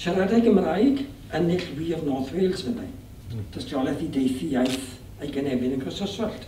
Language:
Welsh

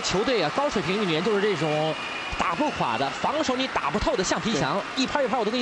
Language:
Chinese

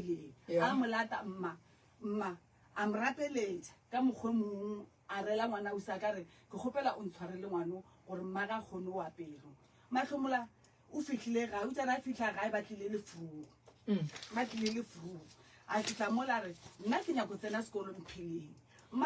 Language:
Northern Sotho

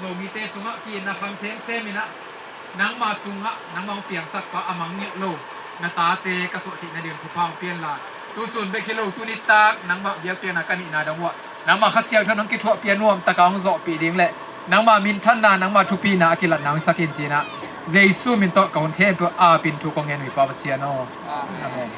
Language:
Tedim Chin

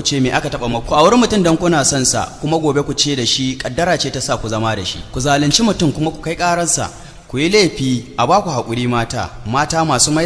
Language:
Hausa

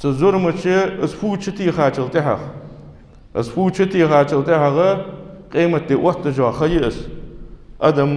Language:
Ingush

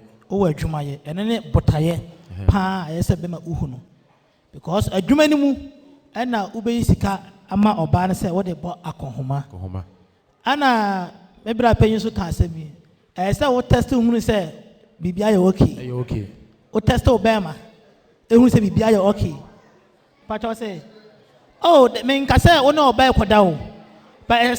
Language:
Akan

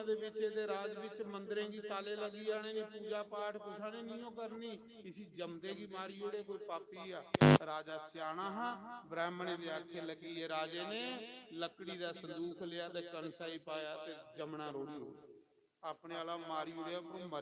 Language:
Dogri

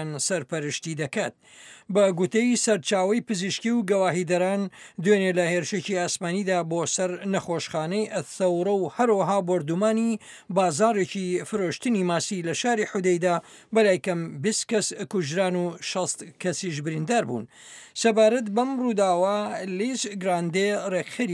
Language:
Central Kurdish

